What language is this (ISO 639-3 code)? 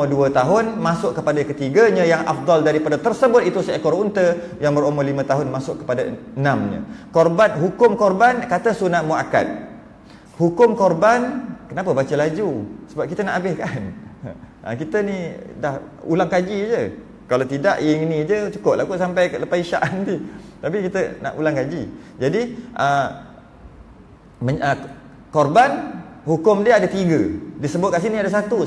msa